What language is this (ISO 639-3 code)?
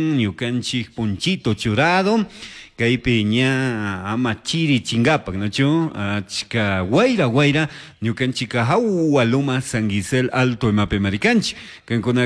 qug